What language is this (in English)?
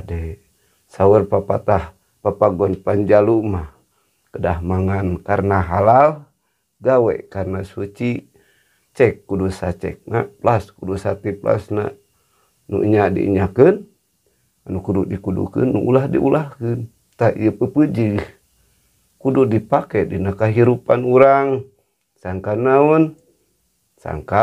Sundanese